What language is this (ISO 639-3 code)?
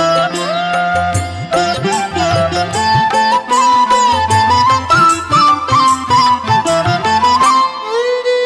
kan